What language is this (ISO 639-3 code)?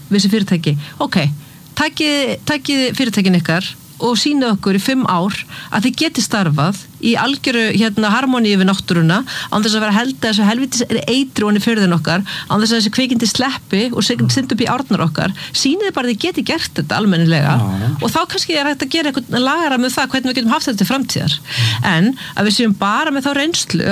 isl